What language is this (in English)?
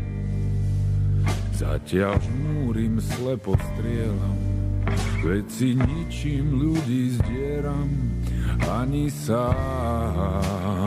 Slovak